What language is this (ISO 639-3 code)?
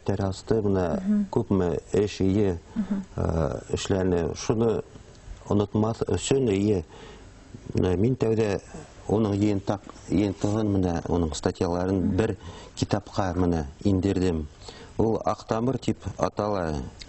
bak